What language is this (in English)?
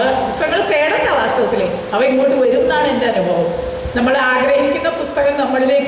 Malayalam